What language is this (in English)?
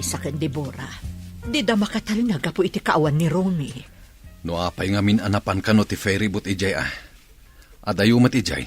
Iloko